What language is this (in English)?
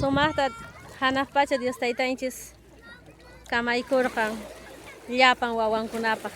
Quechua